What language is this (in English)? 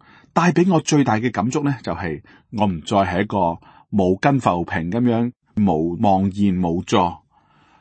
Cantonese